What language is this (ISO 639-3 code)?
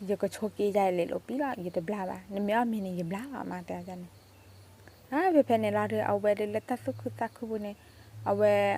ksw